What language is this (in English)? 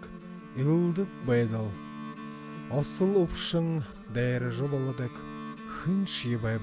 Buriat